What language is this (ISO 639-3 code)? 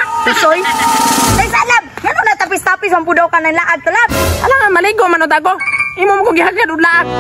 ceb